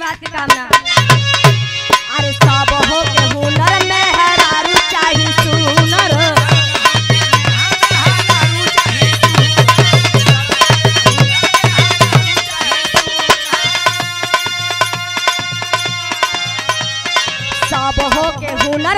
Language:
Bhojpuri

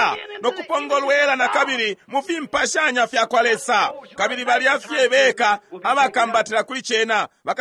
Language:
Bemba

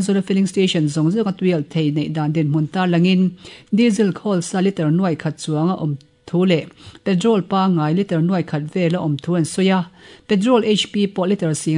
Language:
Mizo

